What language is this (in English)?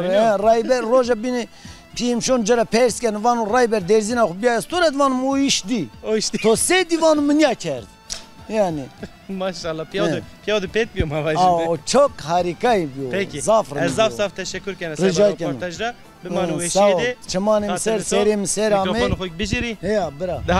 Zaza